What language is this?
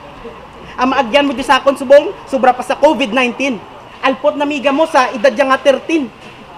Hiligaynon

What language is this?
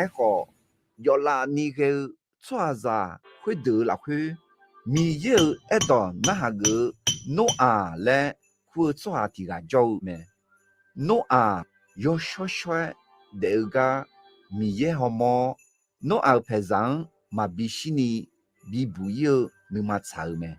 Akha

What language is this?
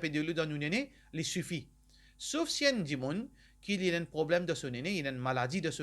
Morisyen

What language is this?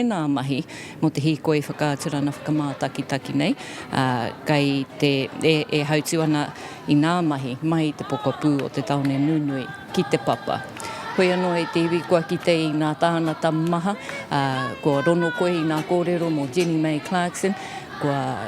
Māori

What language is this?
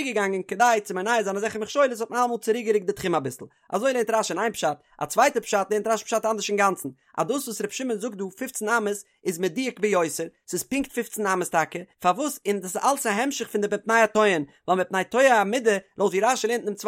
Yiddish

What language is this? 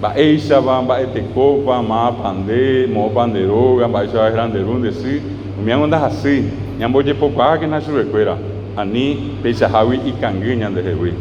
Guarani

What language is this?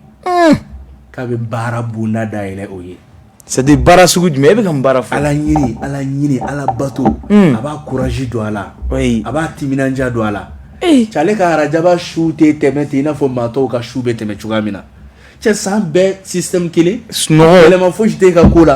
Bambara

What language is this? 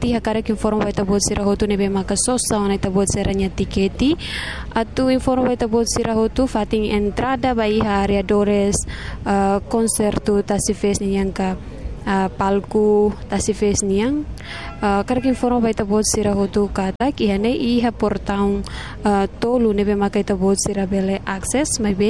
Tetum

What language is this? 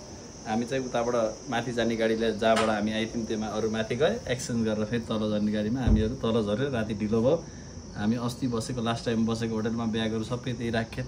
Nepali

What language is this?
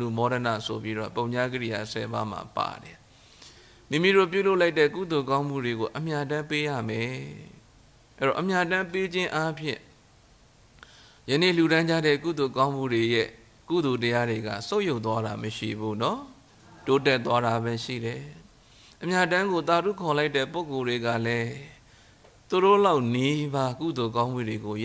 Burmese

